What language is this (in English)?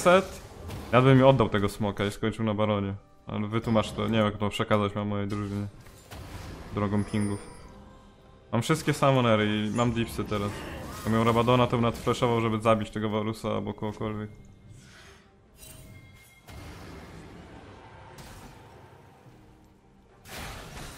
Polish